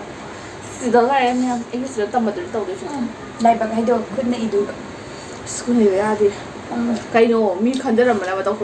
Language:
Manipuri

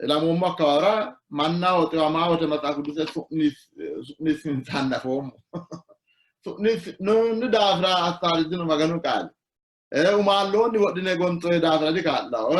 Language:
Sidamo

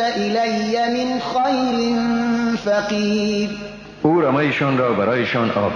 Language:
Persian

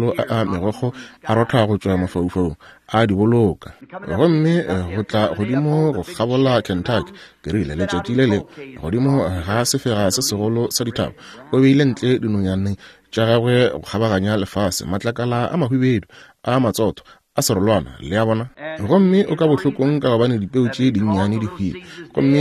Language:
Northern Sotho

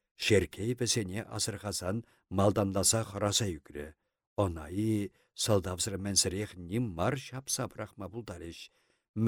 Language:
Chuvash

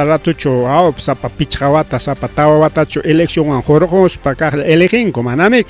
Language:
Ayacucho Quechua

